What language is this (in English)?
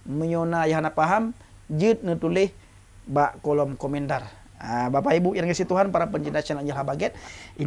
Achinese